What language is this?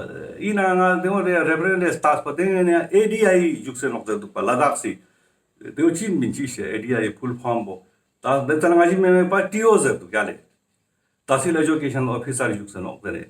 Ladakhi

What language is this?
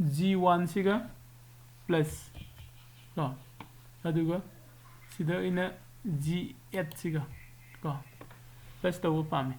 Manipuri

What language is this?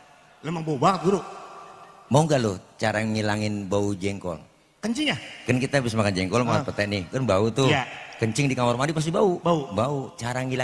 Betawi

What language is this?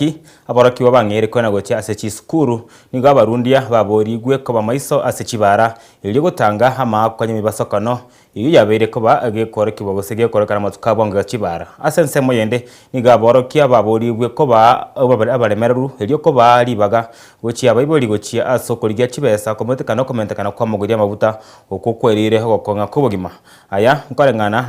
Gusii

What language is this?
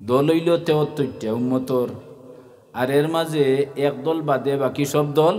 Sylheti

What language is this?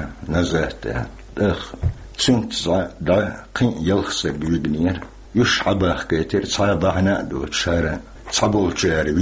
Chechen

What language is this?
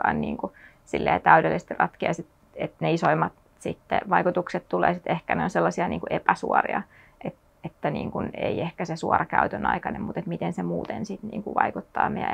Finnish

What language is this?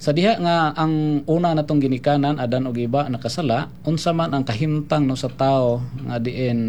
Cebuano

